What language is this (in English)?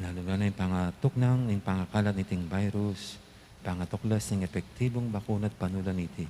Pampanga